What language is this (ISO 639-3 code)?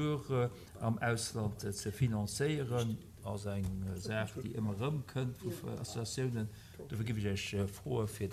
ltz